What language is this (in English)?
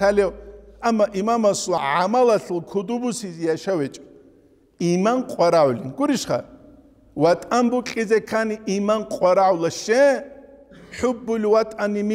Avaric